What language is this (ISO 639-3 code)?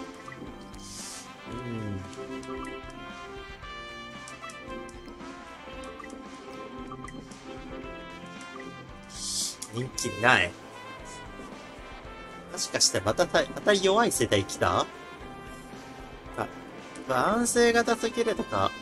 jpn